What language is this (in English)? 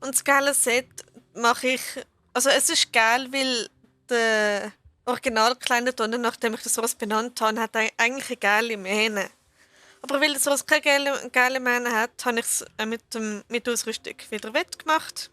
Swiss German